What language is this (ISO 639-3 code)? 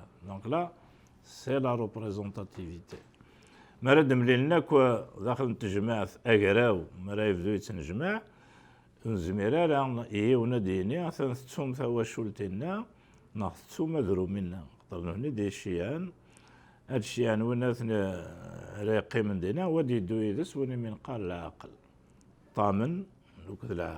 kab